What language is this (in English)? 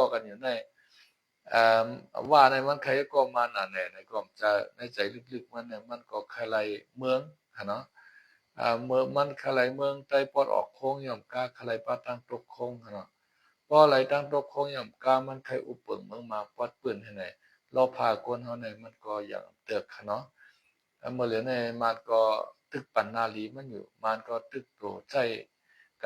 Shan